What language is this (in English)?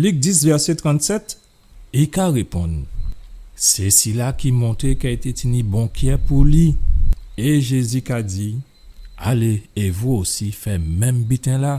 Guadeloupean Creole French